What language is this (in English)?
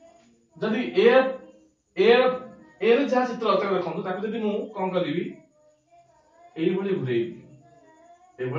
Odia